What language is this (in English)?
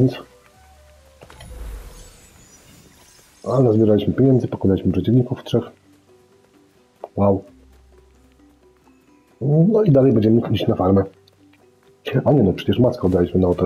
Polish